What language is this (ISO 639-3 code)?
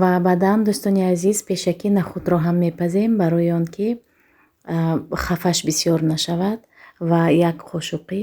tgk